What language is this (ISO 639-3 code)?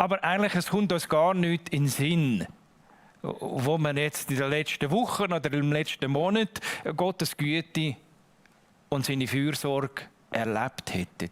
gsw